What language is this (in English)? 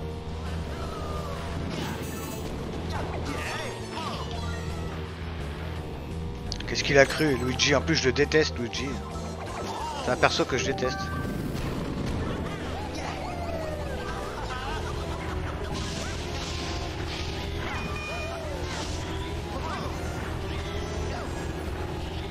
French